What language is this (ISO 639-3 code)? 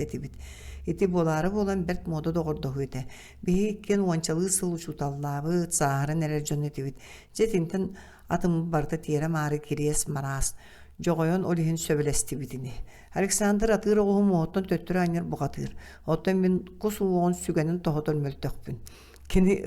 sah